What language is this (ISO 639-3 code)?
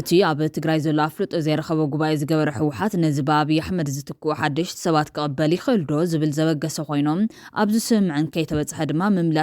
tir